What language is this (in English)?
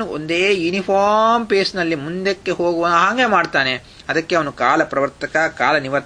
Kannada